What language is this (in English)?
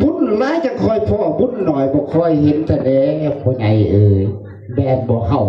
Lao